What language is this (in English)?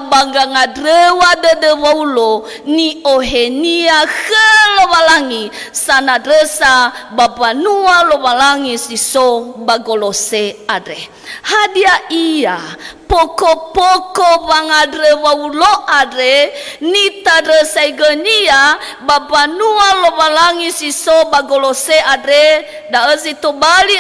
Nias